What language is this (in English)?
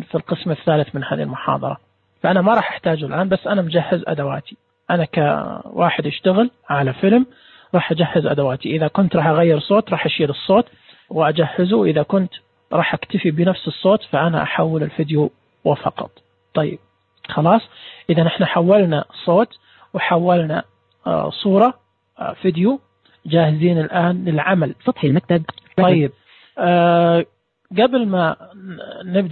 Najdi Arabic